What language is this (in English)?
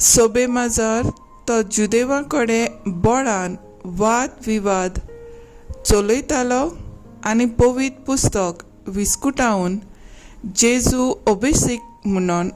Konkani